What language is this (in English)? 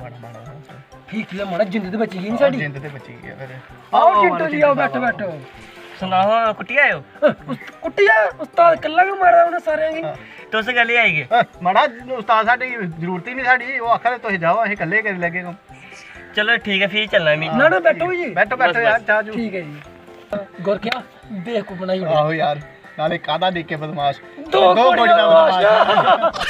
Dogri